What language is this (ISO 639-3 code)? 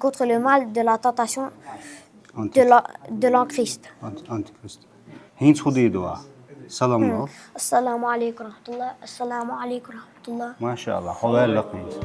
che